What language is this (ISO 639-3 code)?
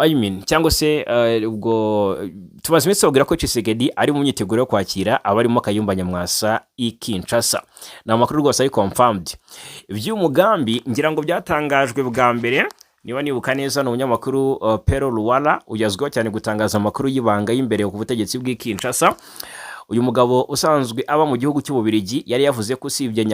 kin